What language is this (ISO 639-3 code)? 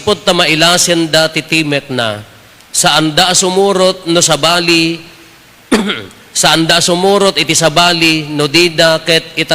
ilo